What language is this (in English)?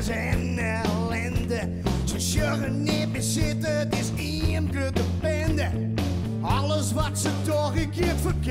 Western Frisian